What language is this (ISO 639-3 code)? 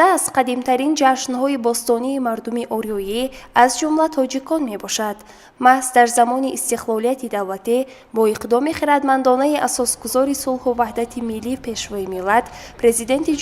tgk